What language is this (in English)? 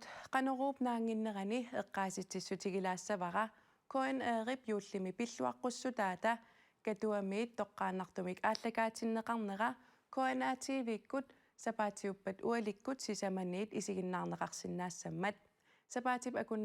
Kalaallisut